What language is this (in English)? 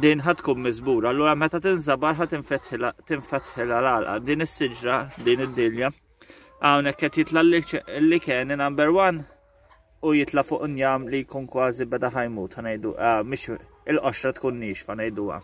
Maltese